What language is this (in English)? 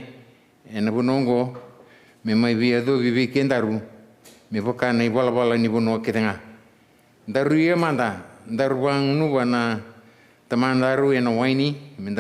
Fijian